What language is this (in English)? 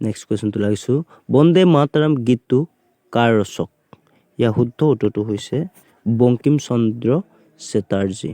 Assamese